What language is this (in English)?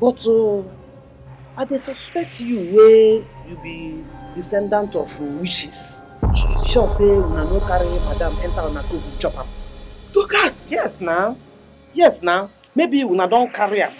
Nigerian Pidgin